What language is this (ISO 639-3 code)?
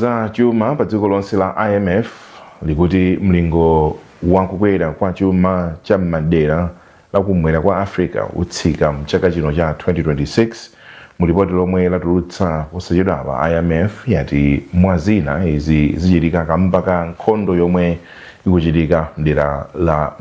nya